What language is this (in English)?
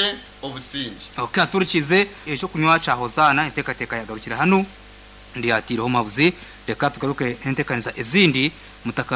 Nyankole